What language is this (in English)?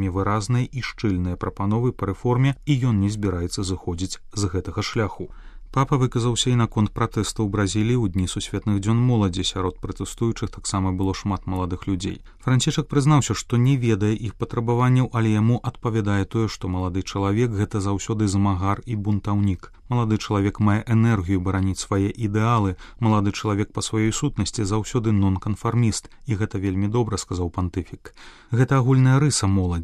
Belarusian